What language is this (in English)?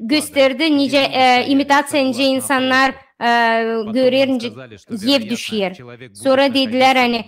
Gagauz